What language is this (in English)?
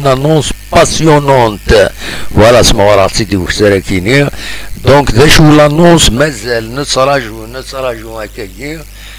Kabyle